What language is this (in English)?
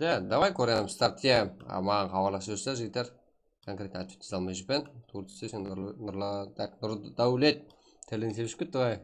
Kara-Kalpak